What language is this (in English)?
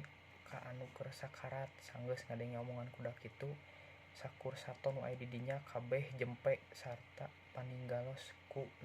Sundanese